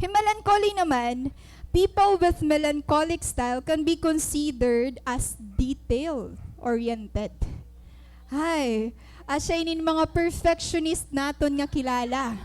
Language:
Waray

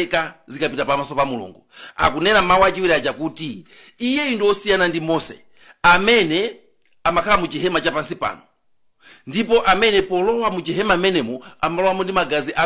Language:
Nyanja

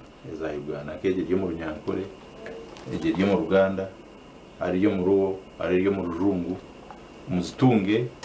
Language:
Nyankole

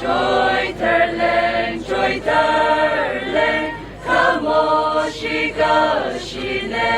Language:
Tangkhul Naga (India)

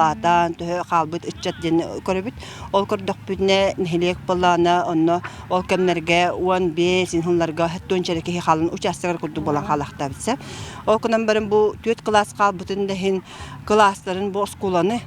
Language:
Yakut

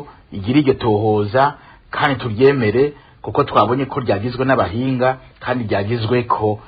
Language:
Rundi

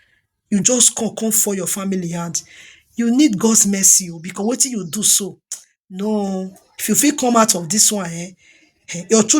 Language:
Nigerian Pidgin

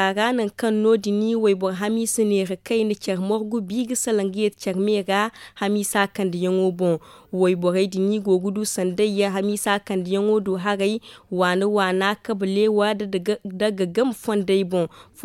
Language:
Zarma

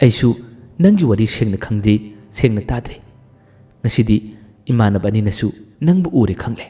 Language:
Manipuri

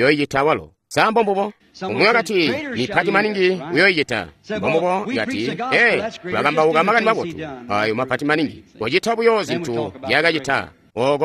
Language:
Tonga (Zambia)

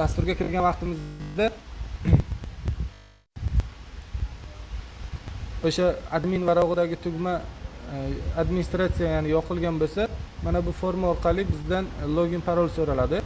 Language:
Uzbek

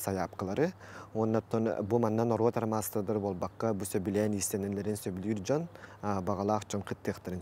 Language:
Yakut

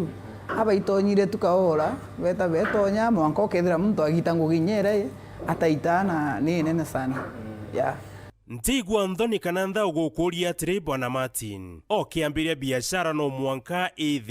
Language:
Meru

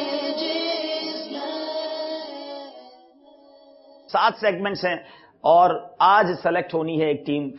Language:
Urdu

